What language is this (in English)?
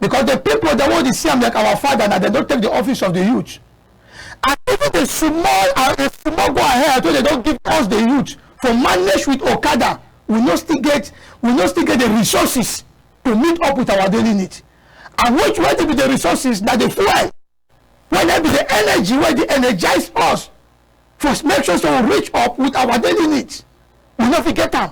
Cameroon Pidgin